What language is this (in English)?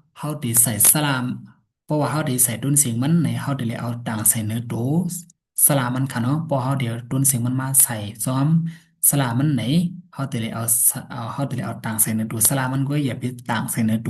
Shan